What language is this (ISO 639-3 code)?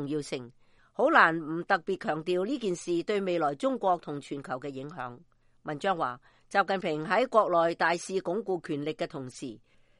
yue